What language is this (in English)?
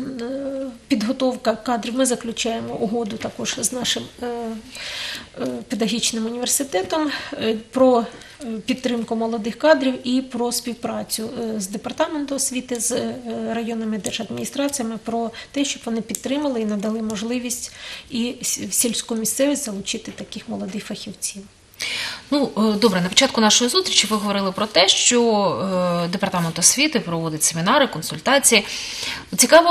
Ukrainian